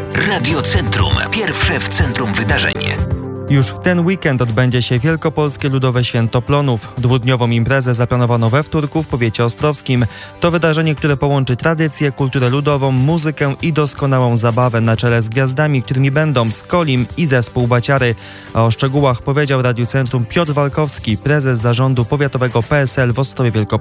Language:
Polish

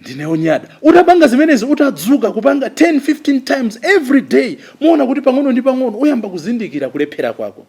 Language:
Nyanja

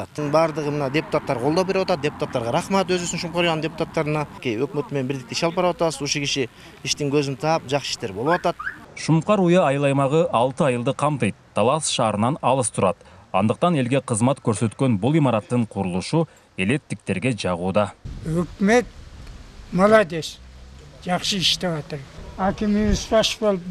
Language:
Kyrgyz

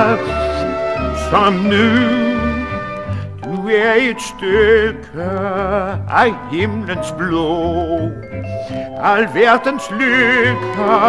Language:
Danish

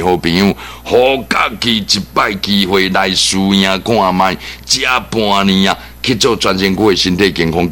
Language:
Min Nan Chinese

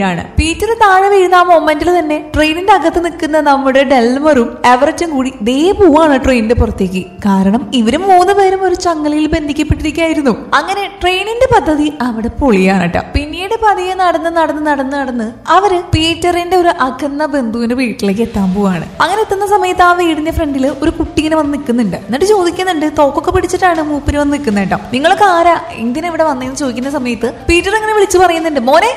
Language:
Malayalam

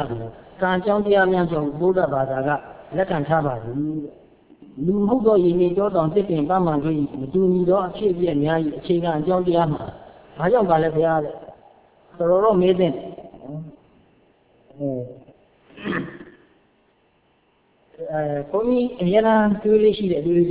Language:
Burmese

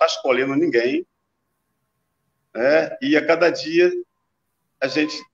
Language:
Portuguese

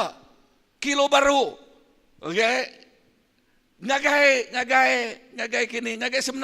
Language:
Iban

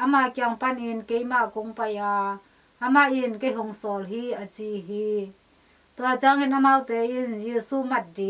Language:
Tedim Chin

